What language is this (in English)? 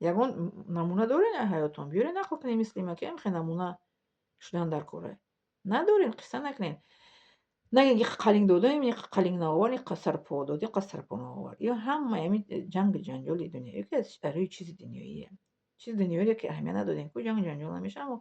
Tajik